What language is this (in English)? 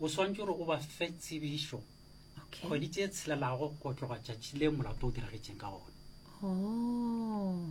Northern Sotho